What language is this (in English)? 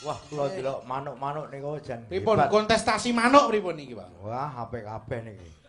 Javanese